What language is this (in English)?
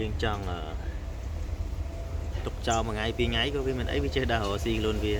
Khmer